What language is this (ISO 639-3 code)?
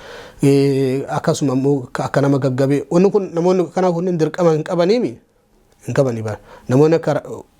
orm